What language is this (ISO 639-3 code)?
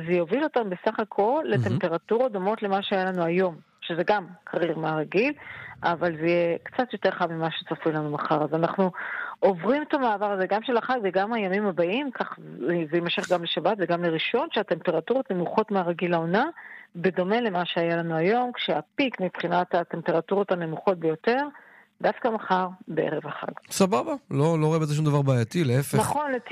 heb